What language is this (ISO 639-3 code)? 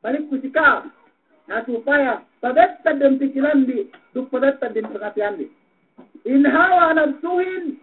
yka